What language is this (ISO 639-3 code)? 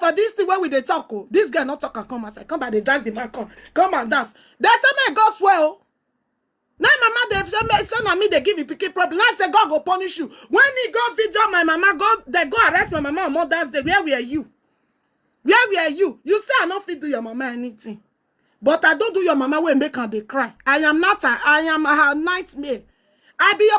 pcm